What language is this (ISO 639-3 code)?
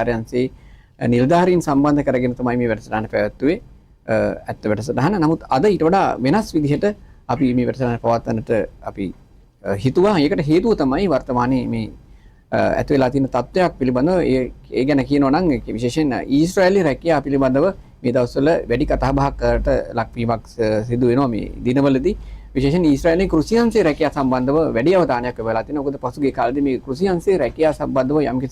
sin